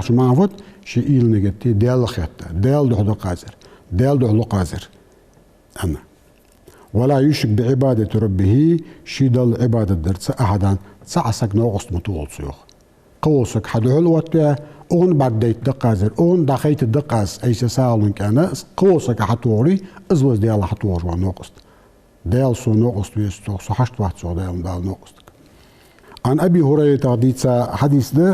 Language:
Ingush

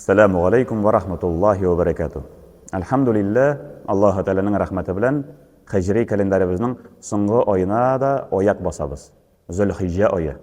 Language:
Tatar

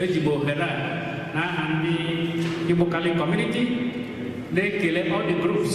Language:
Igbo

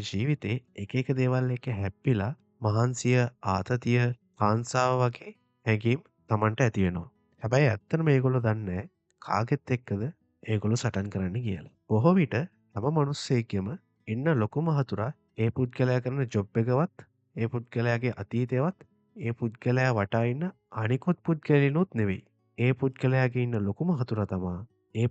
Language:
Sinhala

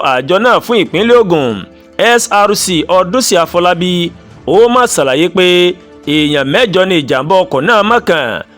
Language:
Yoruba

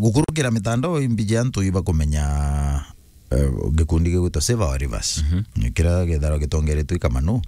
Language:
Meru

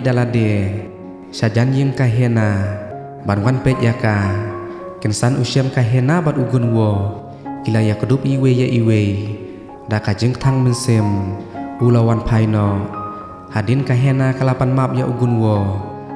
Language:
Khasi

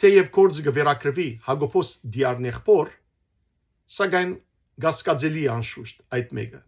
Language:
Western Armenian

